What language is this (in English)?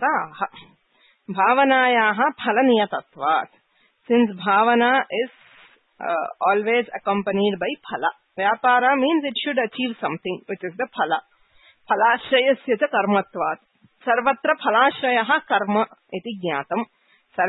Sanskrit